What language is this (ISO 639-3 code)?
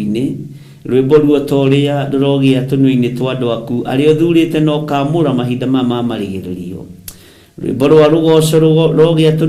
kik